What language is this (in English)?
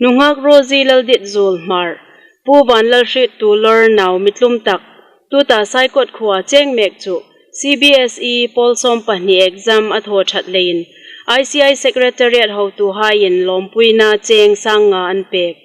Hmar